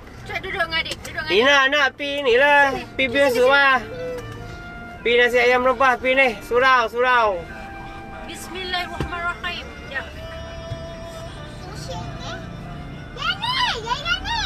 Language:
Malay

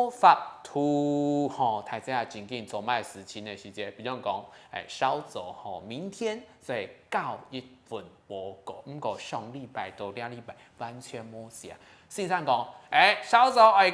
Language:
Hakka Chinese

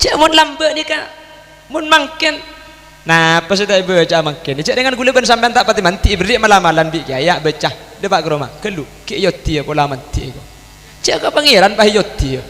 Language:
Madurese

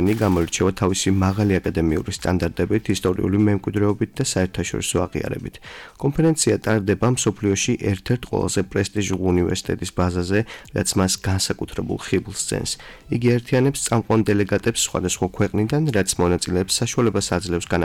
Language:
Georgian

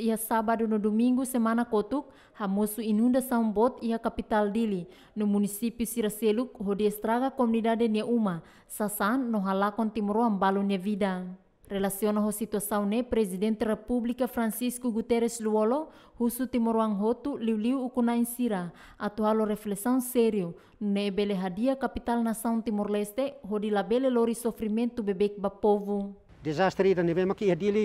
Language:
Tetum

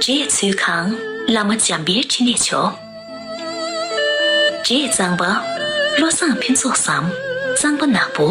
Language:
Tibetan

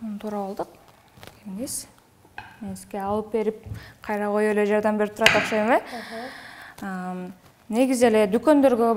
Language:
Kyrgyz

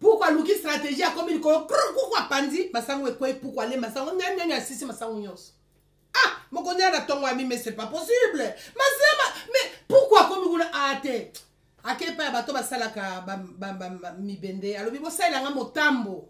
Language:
Lingala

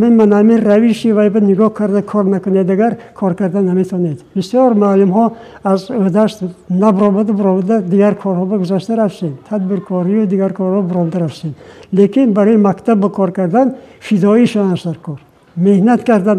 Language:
Tajik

